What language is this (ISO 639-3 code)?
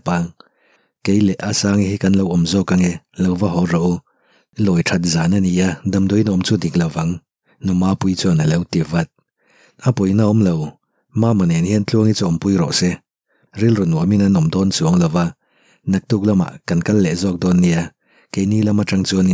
lus